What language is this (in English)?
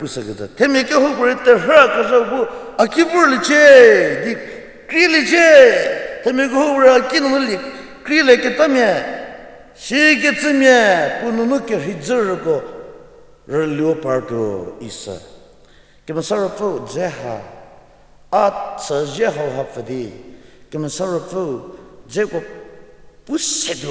Angami Naga